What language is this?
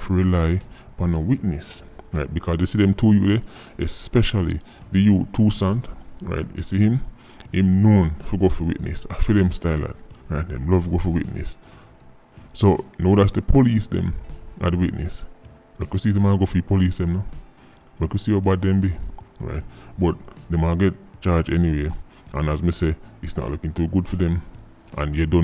Jamaican Creole English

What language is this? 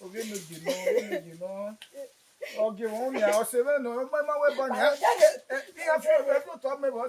Bini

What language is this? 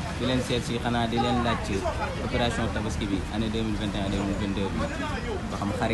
Wolof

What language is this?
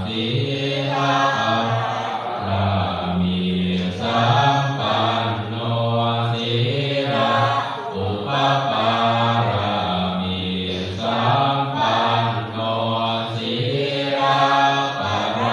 Pali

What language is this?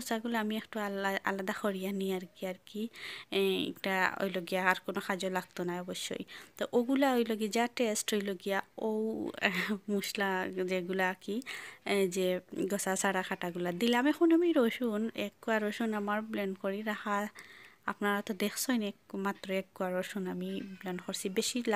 Sylheti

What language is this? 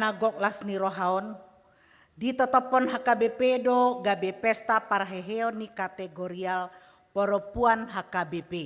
Batak Toba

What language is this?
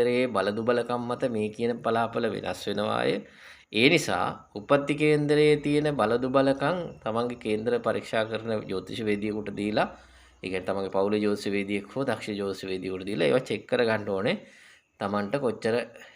Sinhala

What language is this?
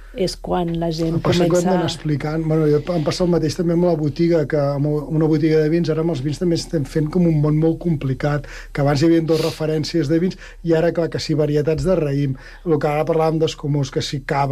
Catalan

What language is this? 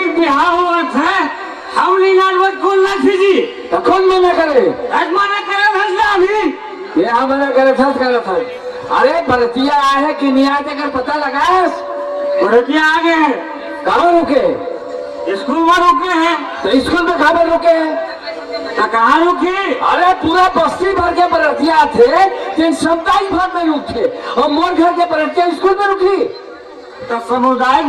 Chhattisgarhi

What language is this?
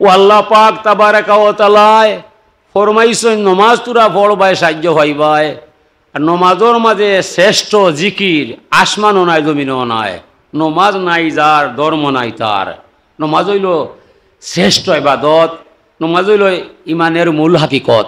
Sylheti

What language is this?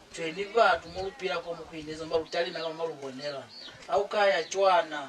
Lozi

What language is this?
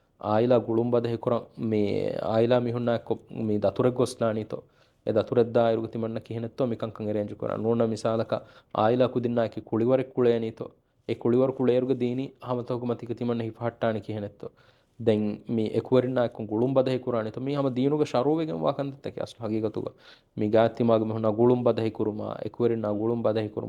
Divehi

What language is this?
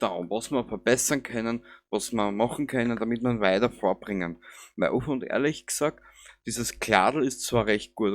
Bavarian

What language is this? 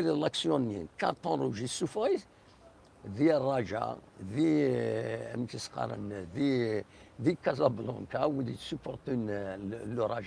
Kabyle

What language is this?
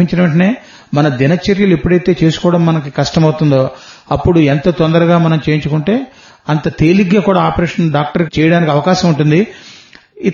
Telugu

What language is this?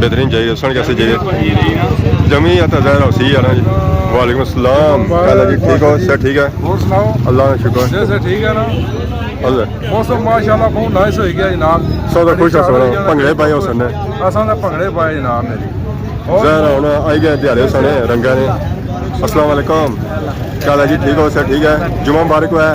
Pahari-Potwari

